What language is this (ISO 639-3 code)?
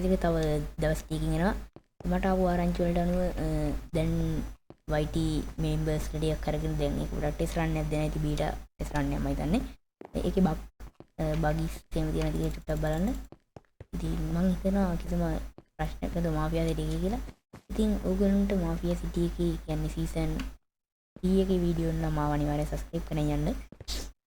sin